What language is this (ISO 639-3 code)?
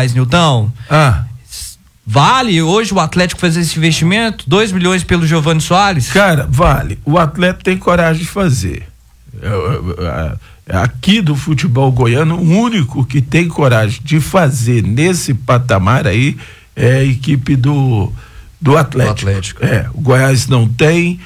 por